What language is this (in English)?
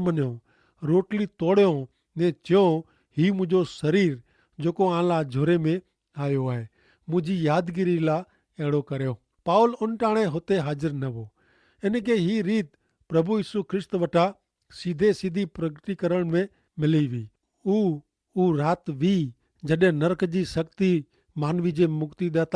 Kachhi